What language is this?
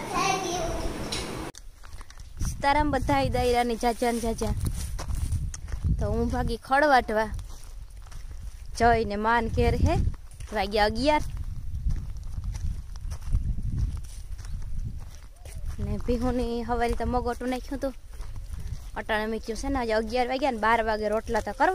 Gujarati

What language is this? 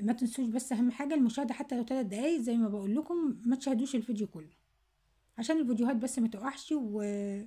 Egyptian Arabic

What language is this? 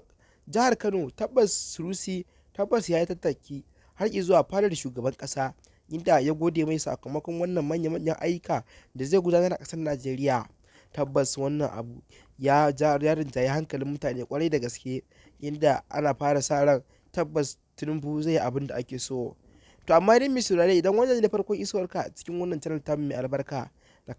Hausa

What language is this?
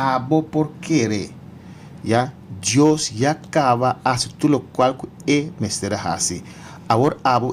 Papiamento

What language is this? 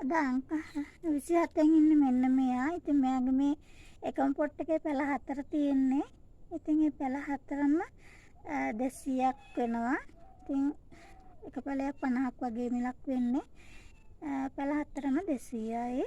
Sinhala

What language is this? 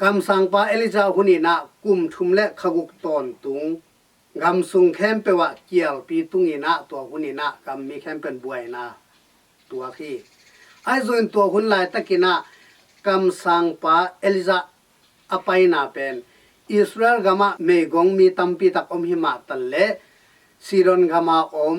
Tedim Chin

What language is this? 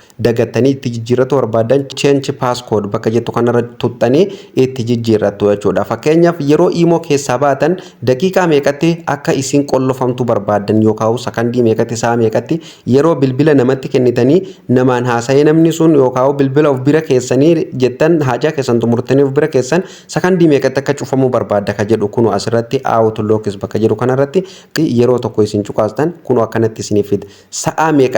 Oromo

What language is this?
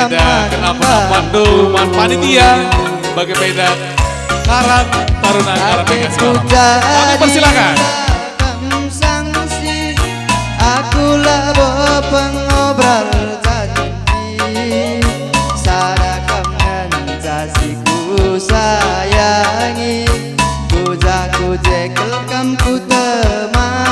Batak Karo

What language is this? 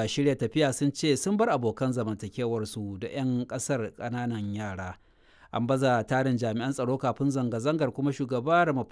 Hausa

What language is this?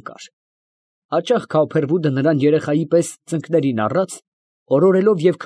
Armenian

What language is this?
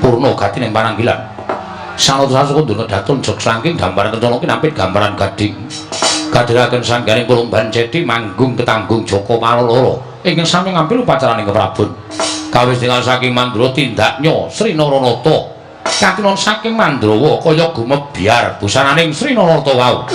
Javanese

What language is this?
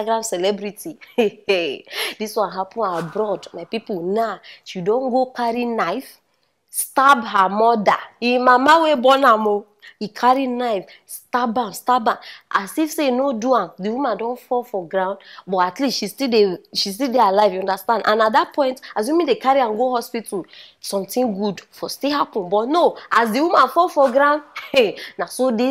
Nigerian Pidgin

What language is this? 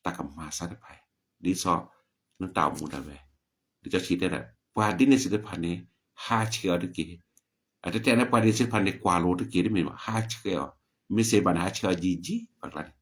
S'gaw Karen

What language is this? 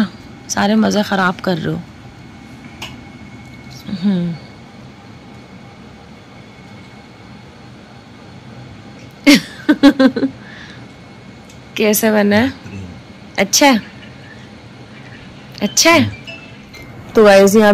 Hindi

